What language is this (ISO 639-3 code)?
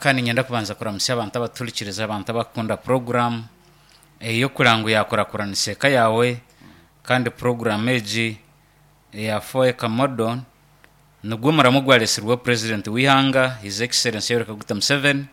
nyn